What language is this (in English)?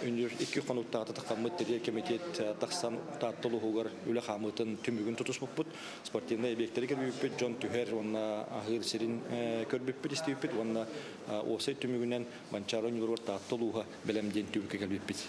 Yakut